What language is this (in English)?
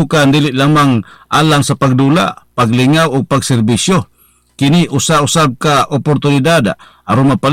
Cebuano